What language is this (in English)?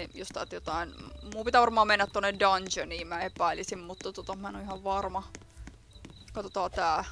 Finnish